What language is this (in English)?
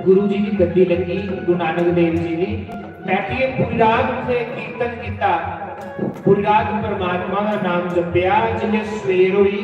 Dogri